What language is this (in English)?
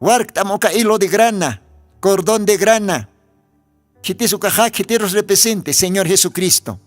Aymara